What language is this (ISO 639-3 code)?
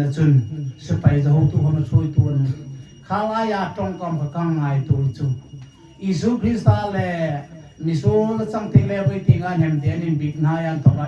hmr